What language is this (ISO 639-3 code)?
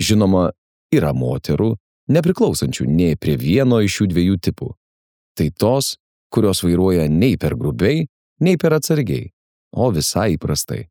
lit